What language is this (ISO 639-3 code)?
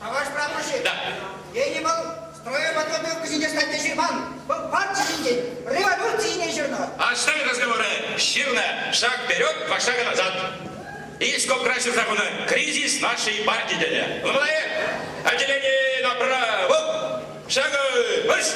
chv